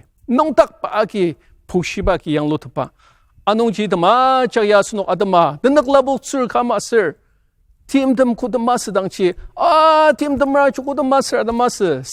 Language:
Ao Naga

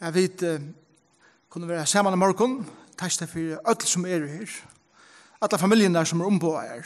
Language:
Faroese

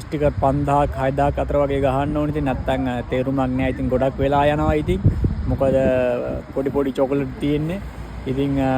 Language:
Sinhala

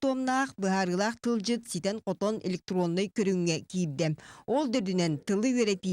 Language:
Yakut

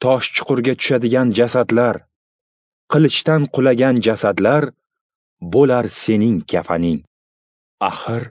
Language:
Uzbek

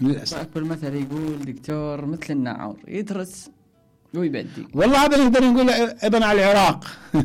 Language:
Mesopotamian Arabic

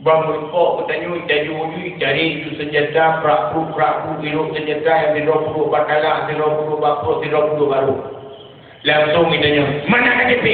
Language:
Achinese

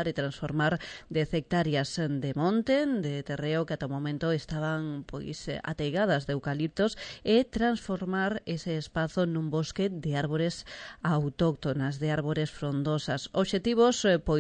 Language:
Galician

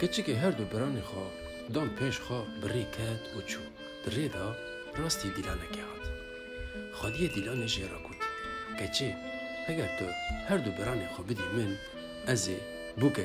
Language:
Kurdish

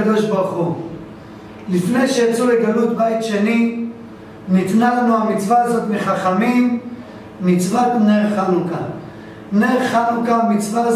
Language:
Hebrew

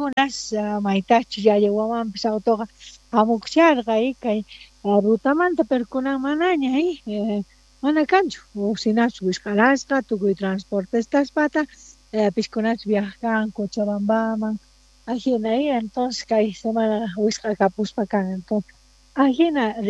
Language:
South Bolivian Quechua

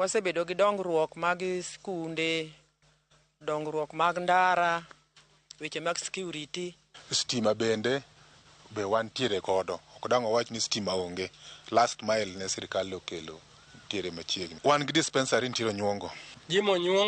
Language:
Luo (Kenya and Tanzania)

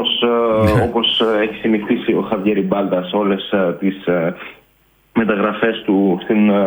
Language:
Greek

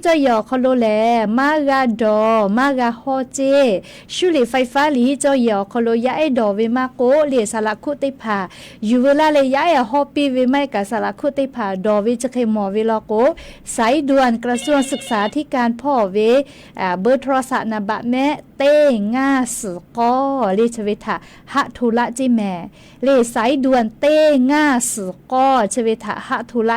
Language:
Lahu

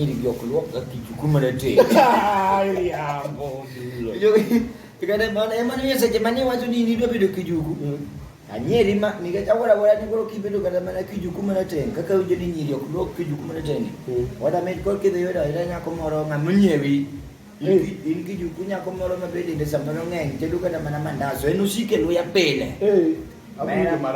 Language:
Luo (Kenya and Tanzania)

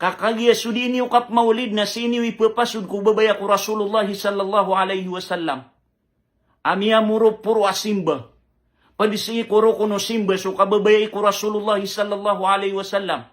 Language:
Maranao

